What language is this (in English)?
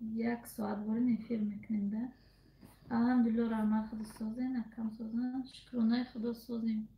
Tajik